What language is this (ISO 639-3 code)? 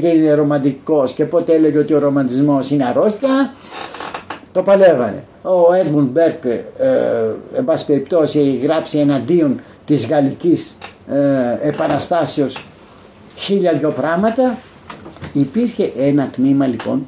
ell